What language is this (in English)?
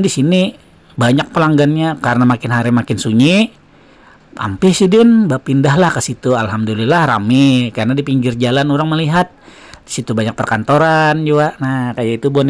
Banjar